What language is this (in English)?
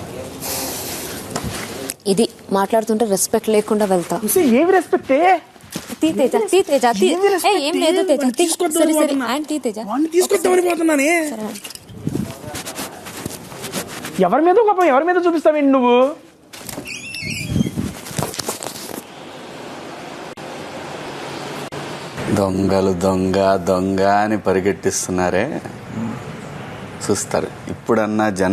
Telugu